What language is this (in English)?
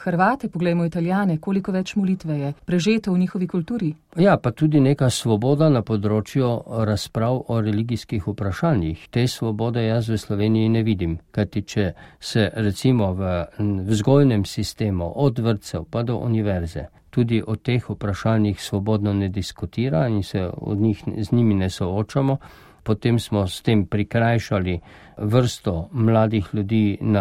Slovenian